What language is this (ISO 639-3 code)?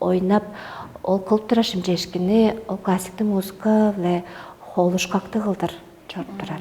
tyv